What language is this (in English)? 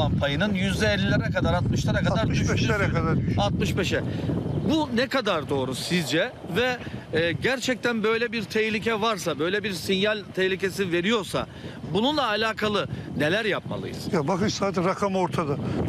Turkish